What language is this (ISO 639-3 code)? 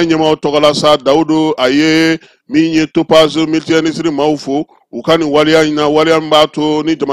bam